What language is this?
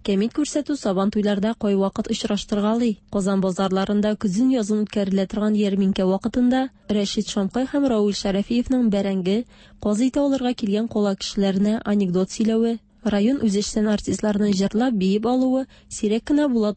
Tatar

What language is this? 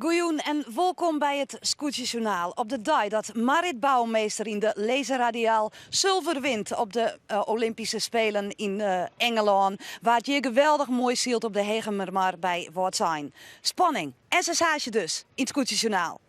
Western Frisian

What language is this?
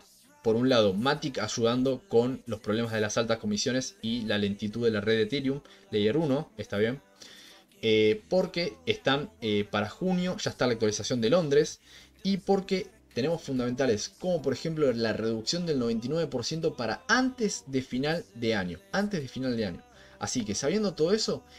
Spanish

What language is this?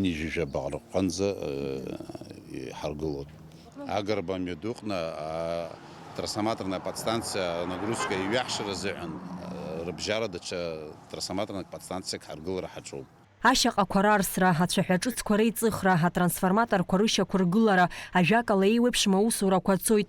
Abkhazian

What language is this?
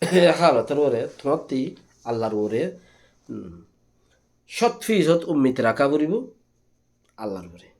Rohingya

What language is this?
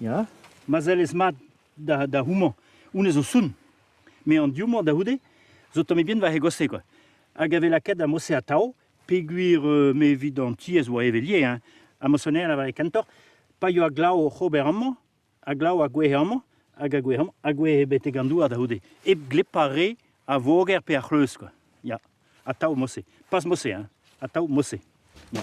Breton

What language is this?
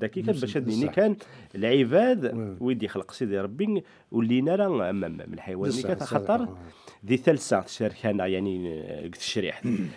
Kabyle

